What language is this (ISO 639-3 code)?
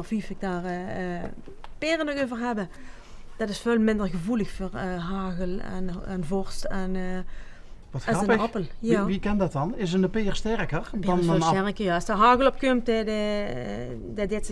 lim